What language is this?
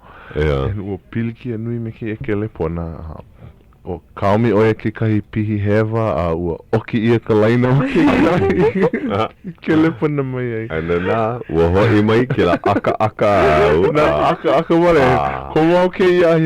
Hawaiian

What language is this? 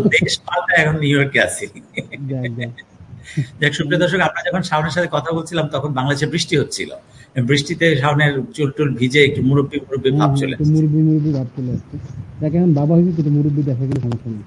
Bangla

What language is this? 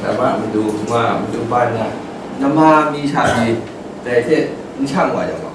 Kachin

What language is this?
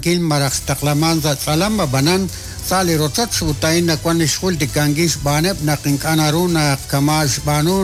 Kekchí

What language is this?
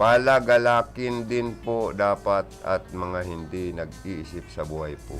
Bikol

